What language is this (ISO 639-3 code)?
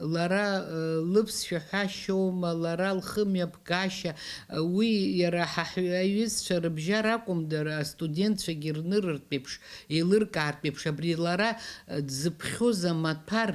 abk